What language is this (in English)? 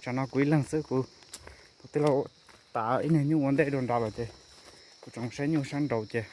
Hmong